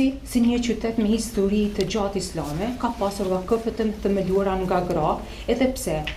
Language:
Albanian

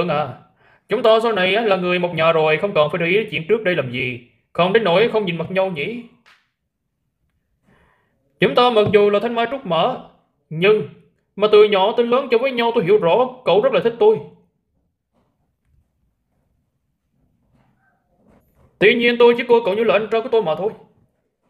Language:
Vietnamese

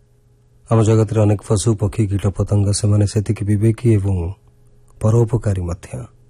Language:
Odia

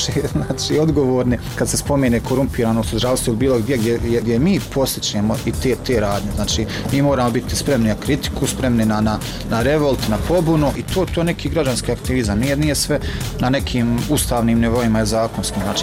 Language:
Bosnian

